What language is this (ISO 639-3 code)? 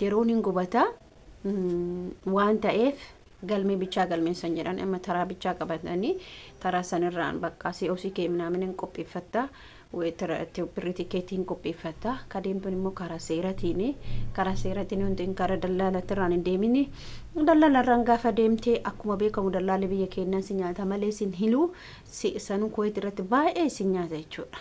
orm